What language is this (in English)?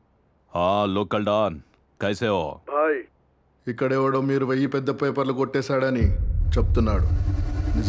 Telugu